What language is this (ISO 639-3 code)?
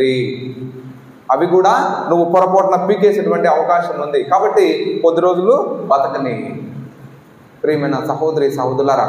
tel